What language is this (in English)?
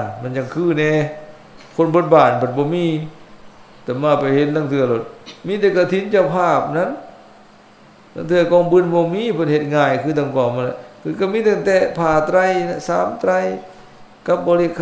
Lao